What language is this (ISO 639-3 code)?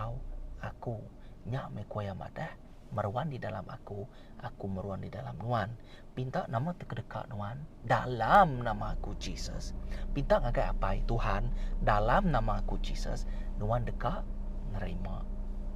iba